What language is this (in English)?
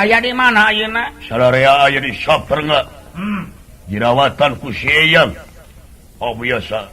Sundanese